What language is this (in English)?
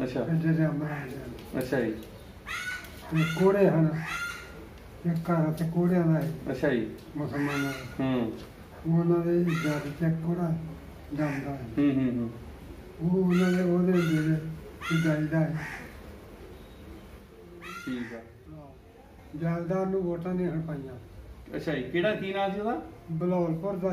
Punjabi